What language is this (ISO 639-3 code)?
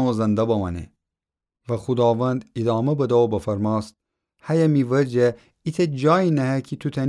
glk